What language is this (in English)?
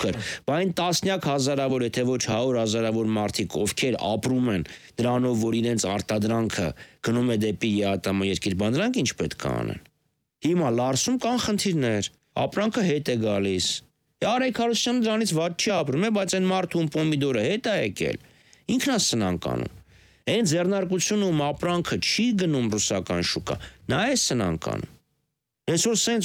Armenian